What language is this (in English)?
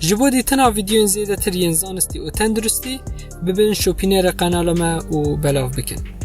Kurdish